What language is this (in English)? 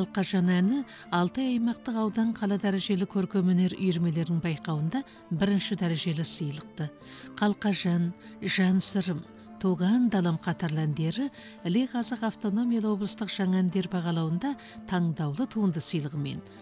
Kazakh